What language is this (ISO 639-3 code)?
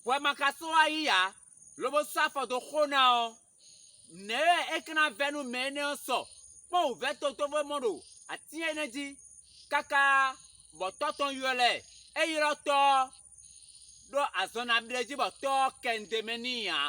fon